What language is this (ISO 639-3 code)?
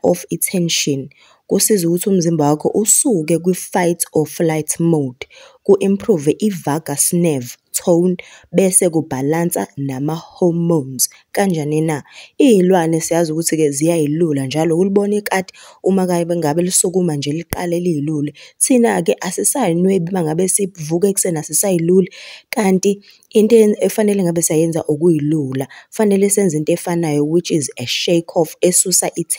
zul